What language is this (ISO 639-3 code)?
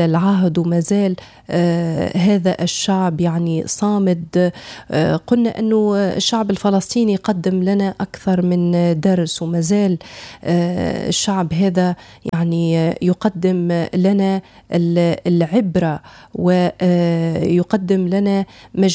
ara